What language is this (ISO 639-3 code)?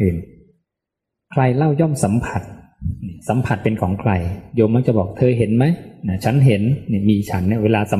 tha